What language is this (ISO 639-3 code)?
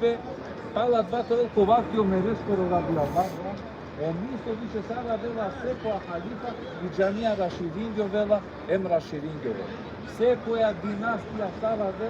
rmn